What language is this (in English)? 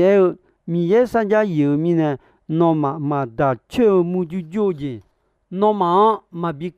Akha